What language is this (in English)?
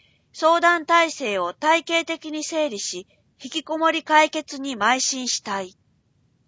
Japanese